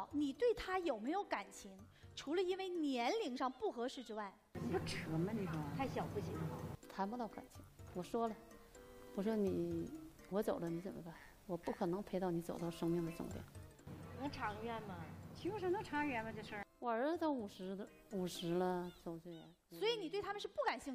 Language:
Chinese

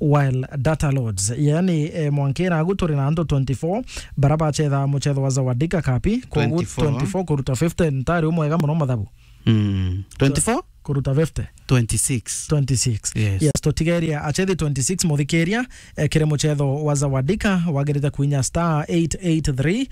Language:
Meru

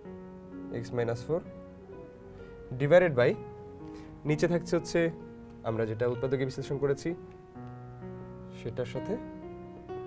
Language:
Bangla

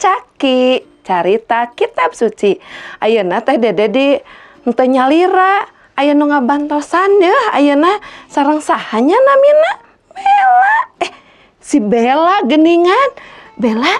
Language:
Sundanese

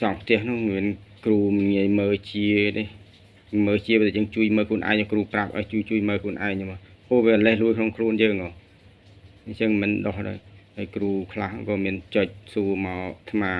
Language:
Khmer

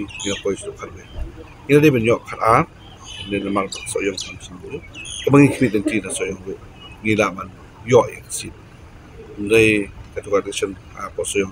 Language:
Khasi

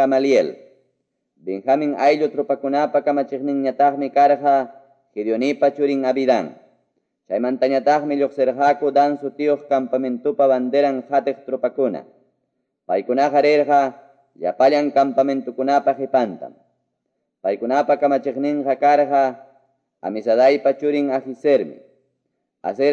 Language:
Quechua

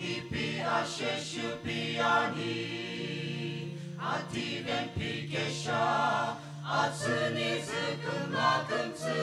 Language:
Sumi Naga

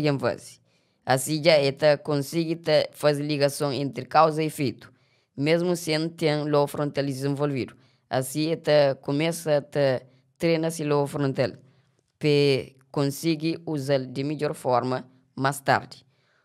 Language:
Kabuverdianu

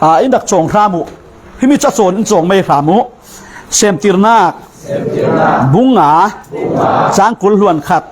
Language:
Falam Chin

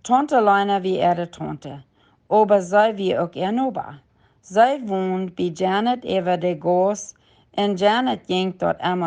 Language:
Plautdietsch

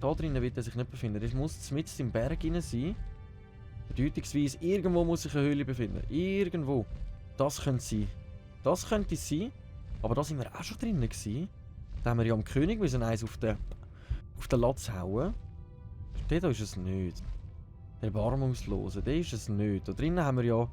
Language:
Swiss German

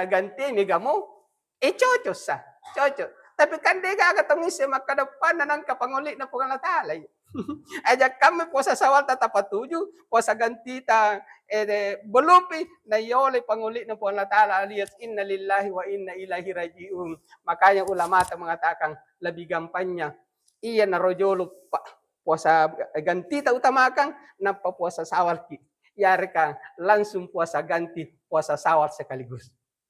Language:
Buginese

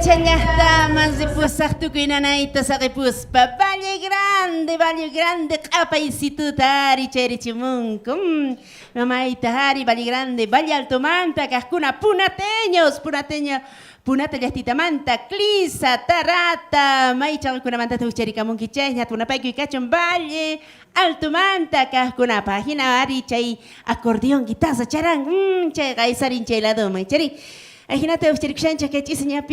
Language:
South Bolivian Quechua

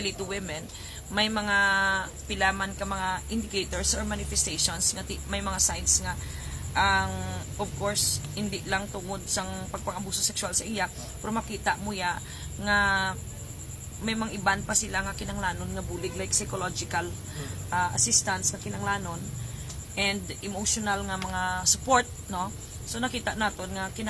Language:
Hiligaynon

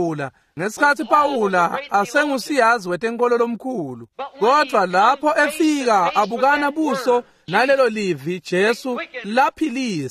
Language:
Swati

